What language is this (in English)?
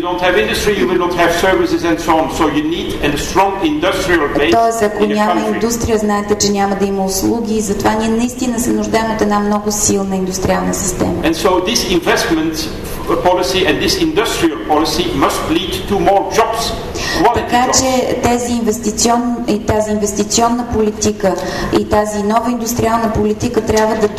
Bulgarian